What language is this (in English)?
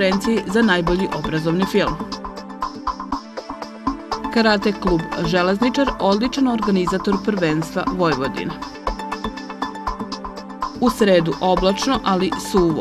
Serbian